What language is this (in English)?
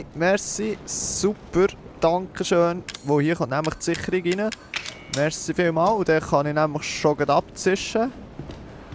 Swiss German